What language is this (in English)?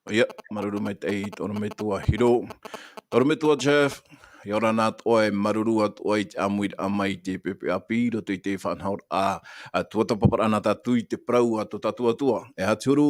Tahitian